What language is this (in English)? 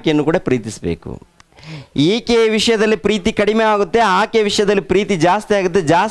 Kannada